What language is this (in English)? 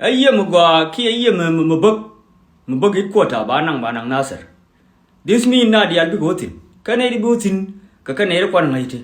Nuer